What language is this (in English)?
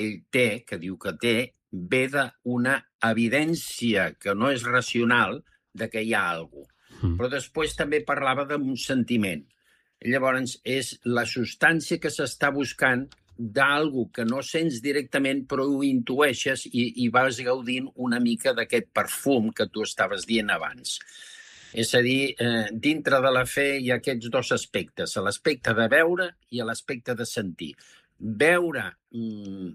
Catalan